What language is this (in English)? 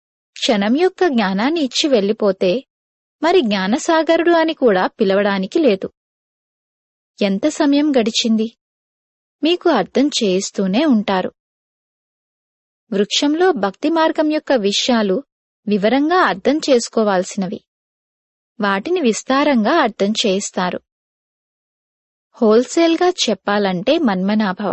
Telugu